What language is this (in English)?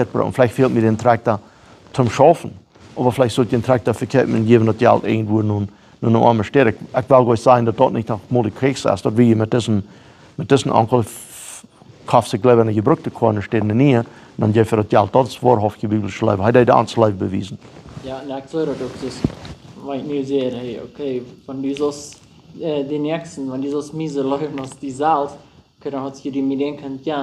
Plautdietsch